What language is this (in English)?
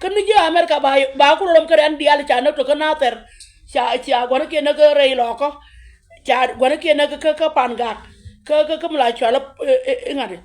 Nuer